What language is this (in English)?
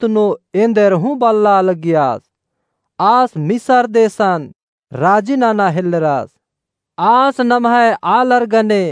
Kurukh